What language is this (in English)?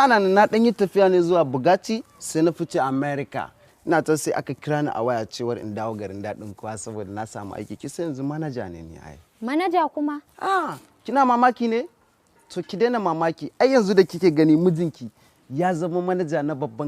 Hausa